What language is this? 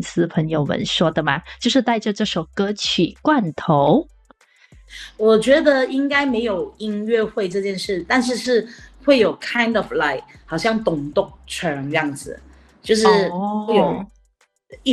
Chinese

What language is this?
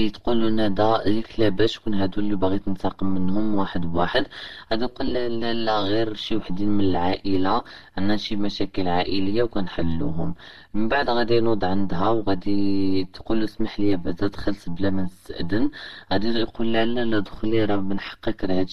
Moroccan Arabic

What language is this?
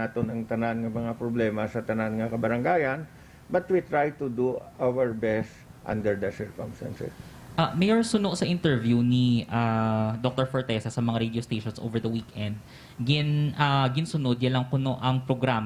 Hiligaynon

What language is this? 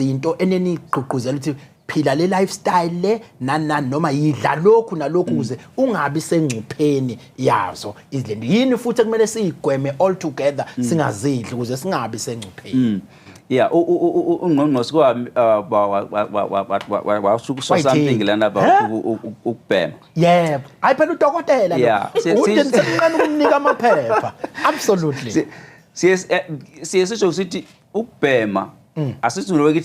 Zulu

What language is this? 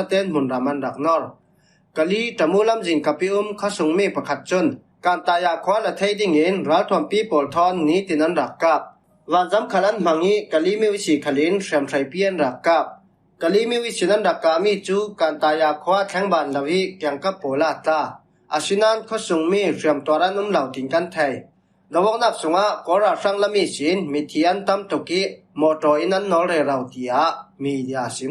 Falam Chin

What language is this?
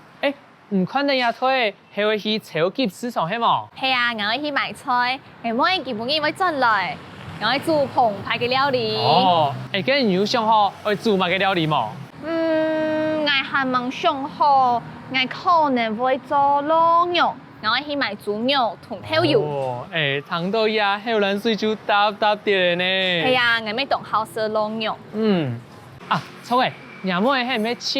Hakka Chinese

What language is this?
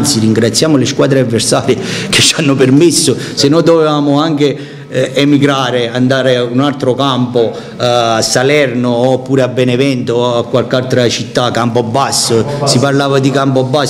Italian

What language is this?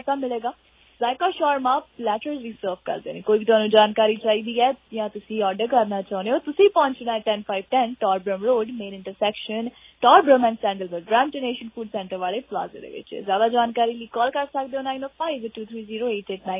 Punjabi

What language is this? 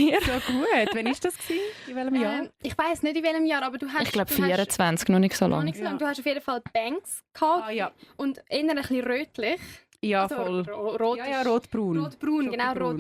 Swiss German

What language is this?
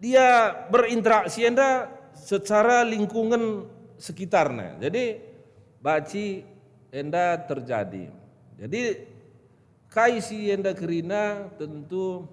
Batak Karo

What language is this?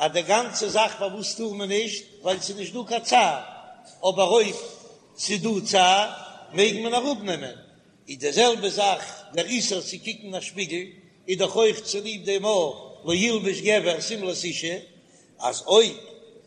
Yiddish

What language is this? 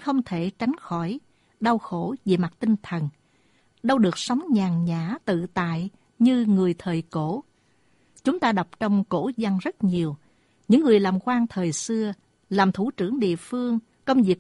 Vietnamese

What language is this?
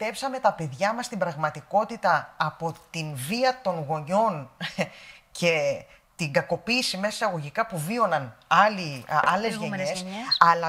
Greek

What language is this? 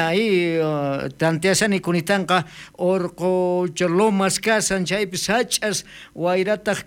South Bolivian Quechua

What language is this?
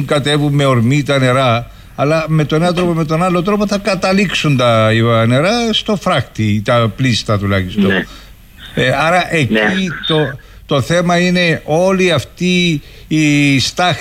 Greek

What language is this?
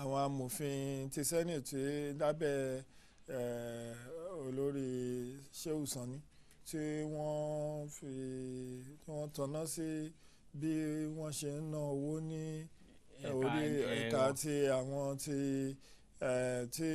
Yoruba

